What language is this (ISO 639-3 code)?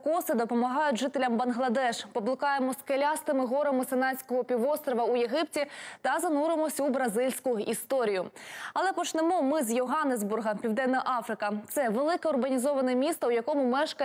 ukr